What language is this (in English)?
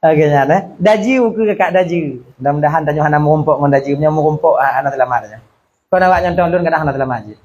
Achinese